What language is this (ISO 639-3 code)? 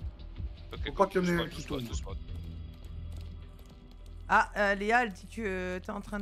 fra